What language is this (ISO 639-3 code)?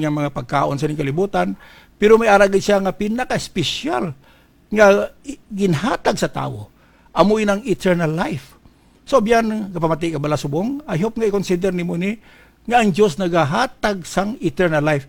hil